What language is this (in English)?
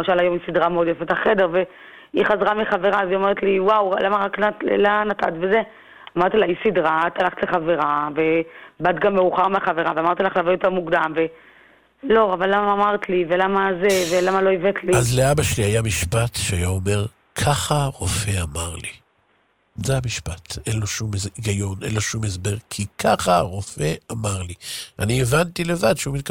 Hebrew